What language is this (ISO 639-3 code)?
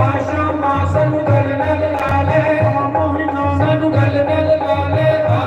doi